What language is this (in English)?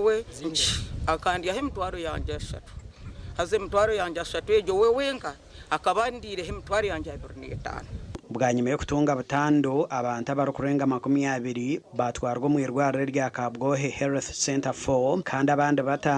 Nyankole